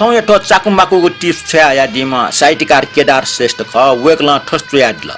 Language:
Newari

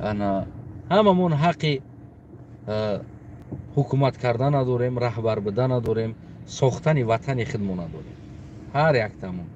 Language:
Tajik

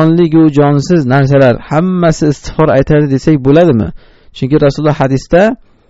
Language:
Uzbek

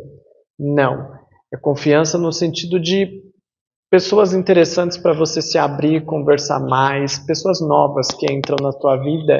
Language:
Portuguese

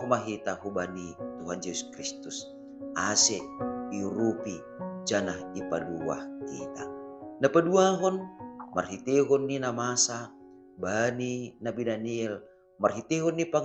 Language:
Batak Simalungun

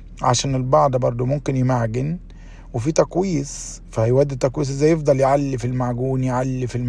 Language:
Egyptian Arabic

